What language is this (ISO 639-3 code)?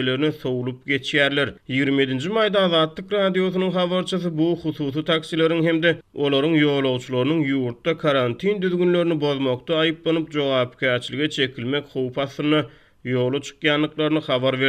tuk